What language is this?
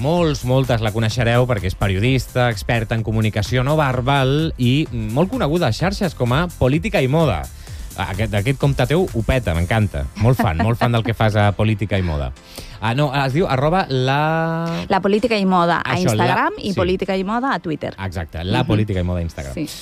Catalan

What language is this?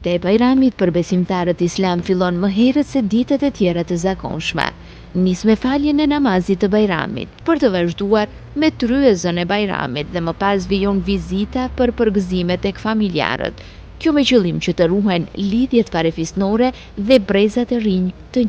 Albanian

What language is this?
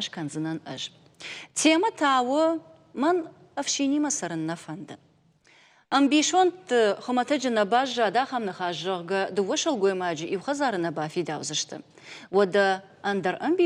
Ossetic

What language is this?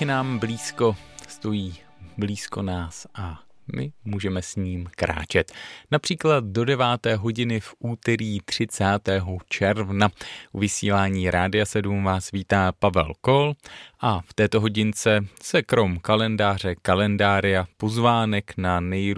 Czech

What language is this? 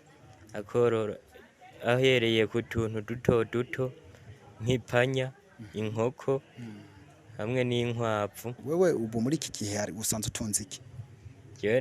Rundi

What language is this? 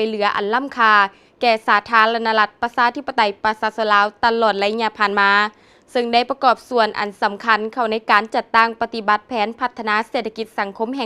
Lao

